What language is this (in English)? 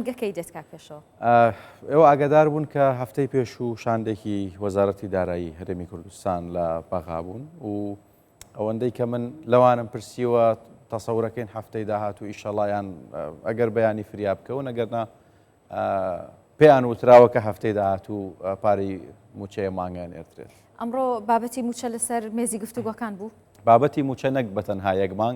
Central Kurdish